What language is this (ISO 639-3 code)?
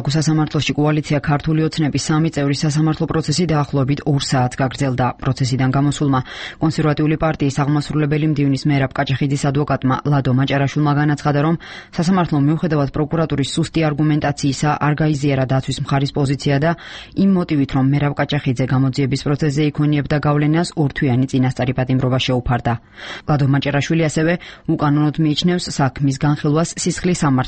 kat